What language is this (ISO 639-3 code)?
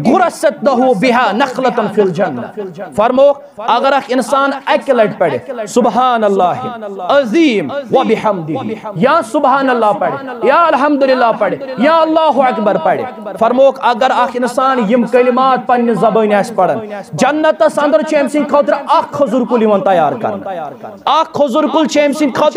kas